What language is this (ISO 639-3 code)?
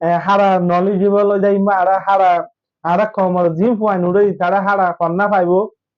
rhg